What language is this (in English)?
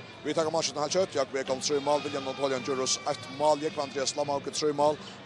Faroese